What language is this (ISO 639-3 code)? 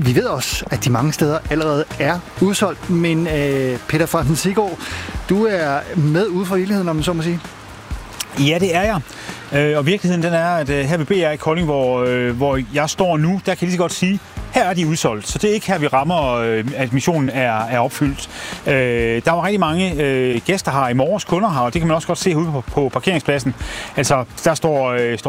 dan